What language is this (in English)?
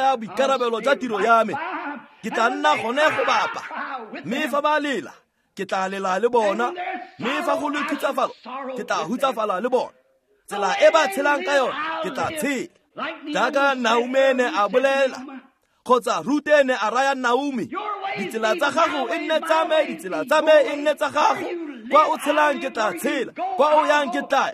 Tswana